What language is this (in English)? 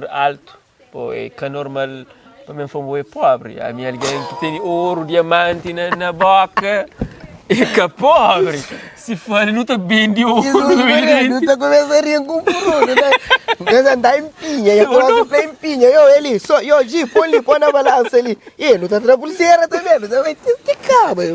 Kabuverdianu